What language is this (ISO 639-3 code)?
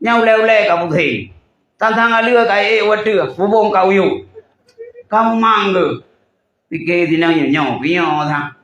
ace